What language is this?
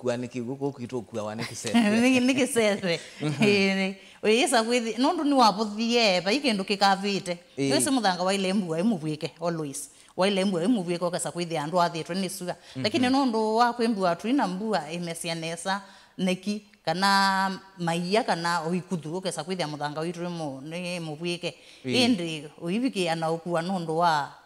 Kamba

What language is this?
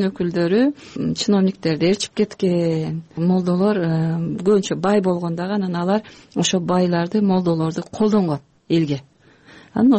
Kyrgyz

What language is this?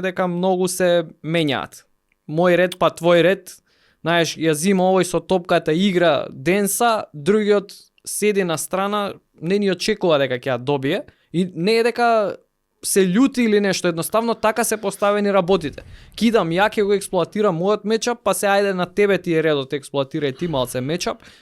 Macedonian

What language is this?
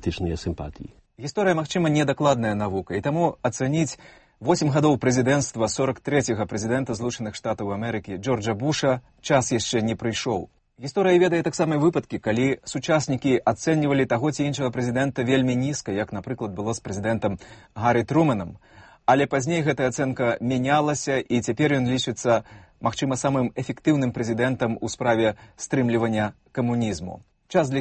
Belarusian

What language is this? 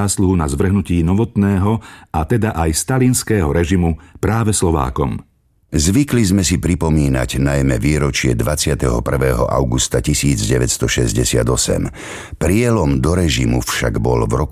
Slovak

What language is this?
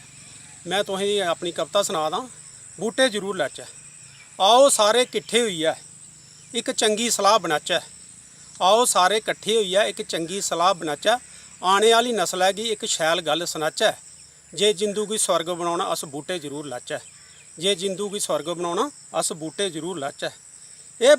Dogri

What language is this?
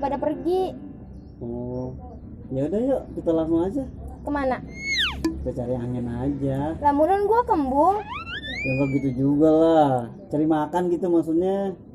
Betawi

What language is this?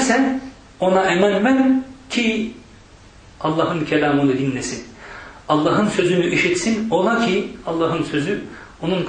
Turkish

